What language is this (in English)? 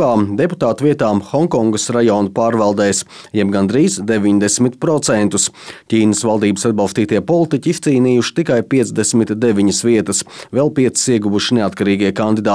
Latvian